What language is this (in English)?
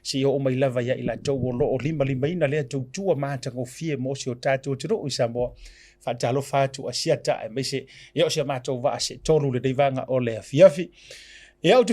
Samoan